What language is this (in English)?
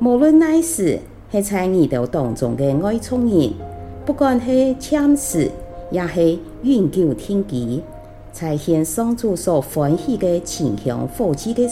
Hakka Chinese